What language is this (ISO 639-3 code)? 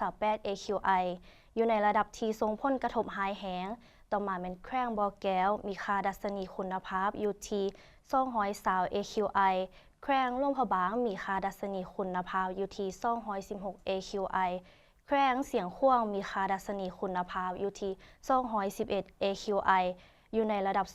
lao